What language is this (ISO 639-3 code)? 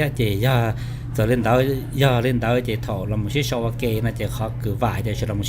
hmn